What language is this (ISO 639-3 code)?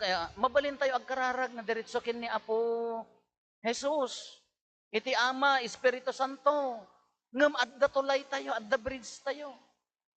ilo